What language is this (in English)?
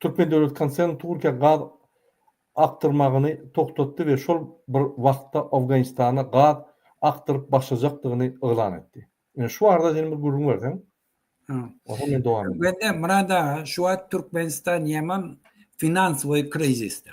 Turkmen